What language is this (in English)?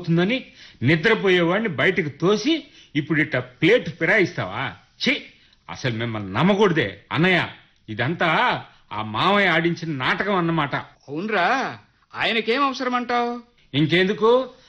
Telugu